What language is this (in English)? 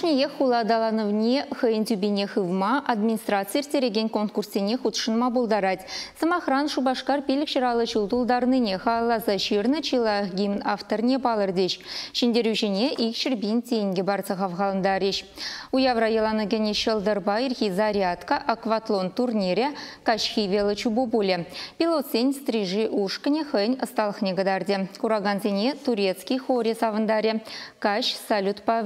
Chuvash